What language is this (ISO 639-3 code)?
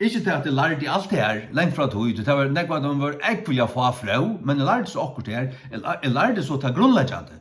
fao